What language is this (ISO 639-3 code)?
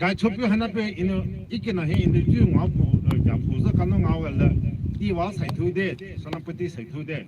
pmx